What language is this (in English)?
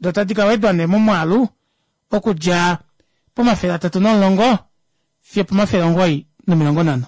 Kuanyama